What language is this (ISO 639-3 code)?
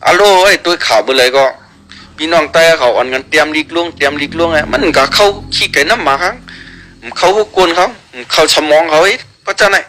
shn